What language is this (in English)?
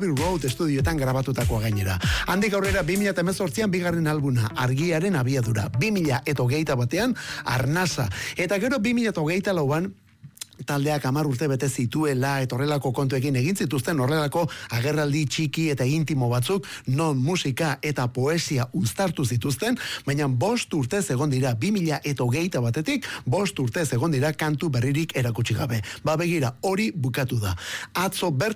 Basque